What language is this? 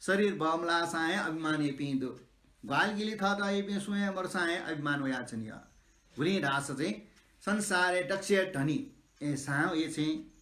Newari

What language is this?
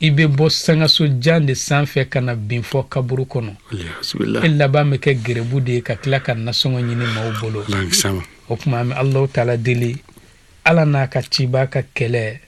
Bambara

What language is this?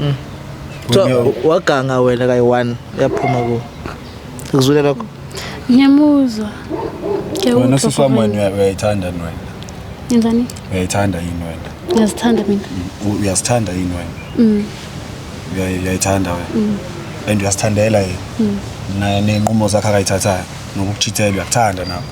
Zulu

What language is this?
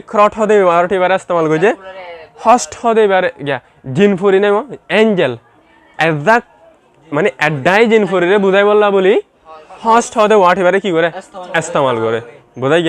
Rohingya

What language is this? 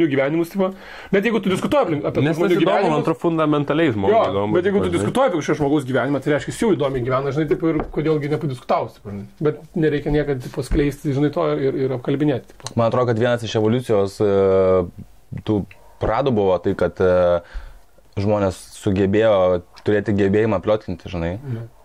Lithuanian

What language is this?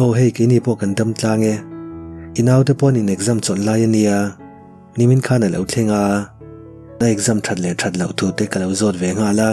Mizo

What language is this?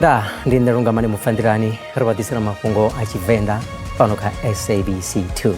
Venda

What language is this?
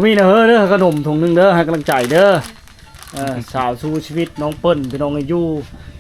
Lao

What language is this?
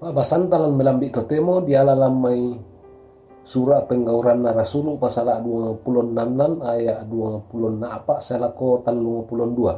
Toraja-Sa'dan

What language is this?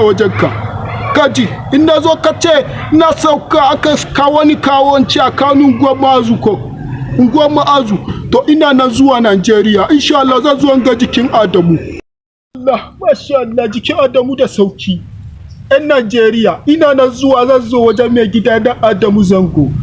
Hausa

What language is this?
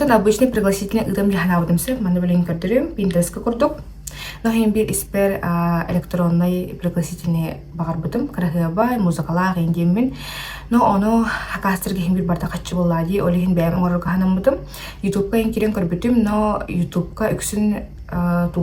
Yakut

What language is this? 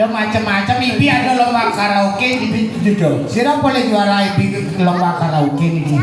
Balinese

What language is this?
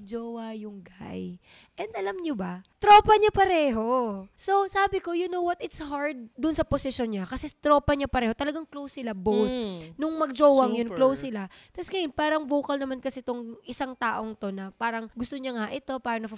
Filipino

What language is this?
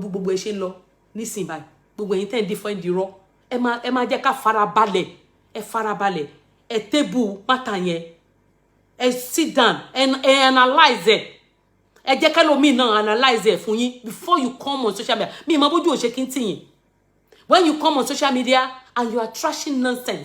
Yoruba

